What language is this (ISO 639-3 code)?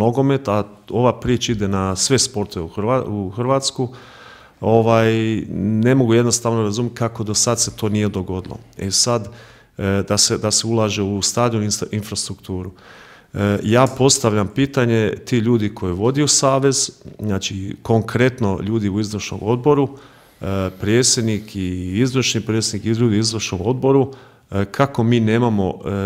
hrv